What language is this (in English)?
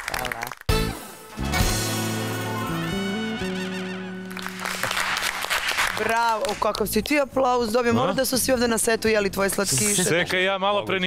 Serbian